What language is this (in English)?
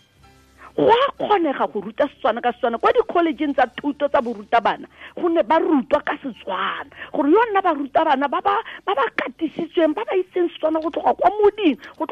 Tswana